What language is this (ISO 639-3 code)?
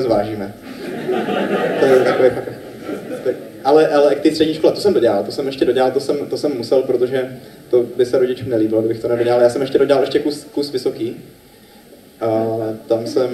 ces